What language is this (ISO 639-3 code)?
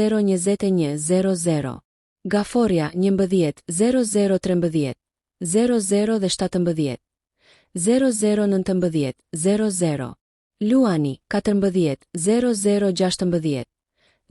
sqi